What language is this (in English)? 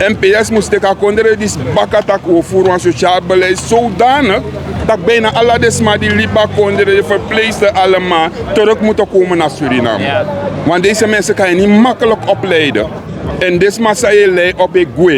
Sranan Tongo